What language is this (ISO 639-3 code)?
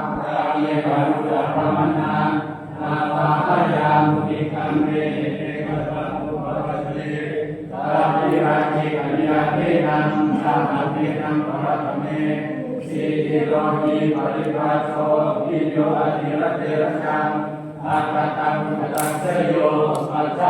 pli